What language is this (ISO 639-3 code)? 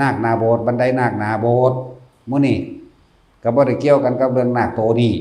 lao